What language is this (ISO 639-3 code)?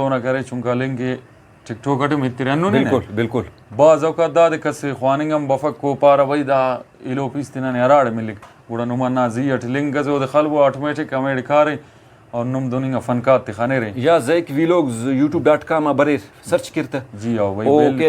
brh